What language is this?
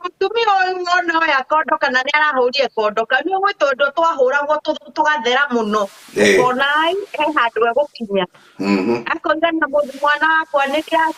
Kikuyu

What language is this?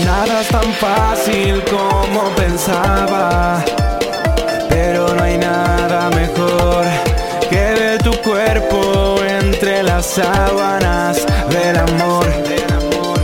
Spanish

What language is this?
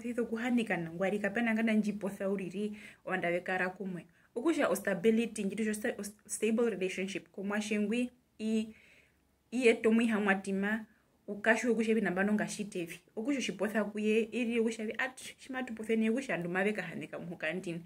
Herero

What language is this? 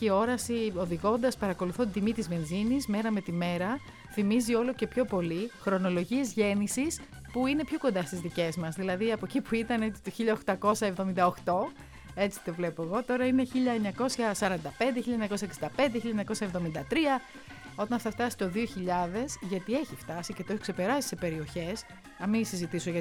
Greek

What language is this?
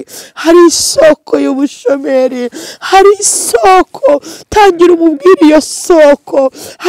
Kinyarwanda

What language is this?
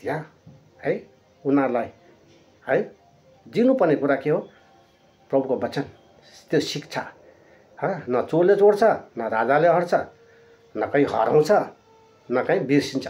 Nepali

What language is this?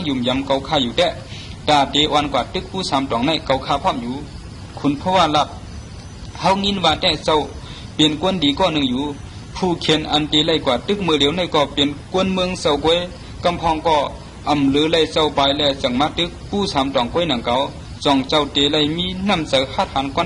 Shan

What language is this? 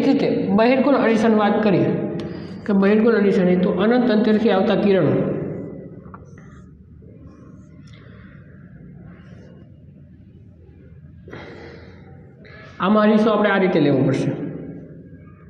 Gujarati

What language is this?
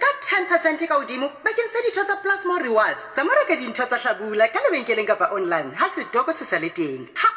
Southern Sotho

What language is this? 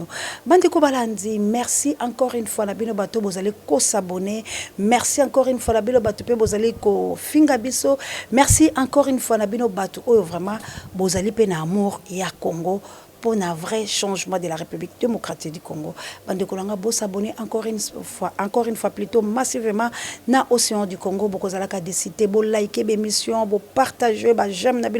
Lingala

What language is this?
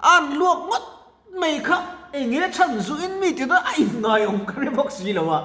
Mizo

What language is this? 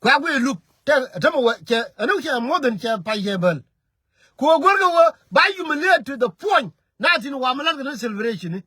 Nuer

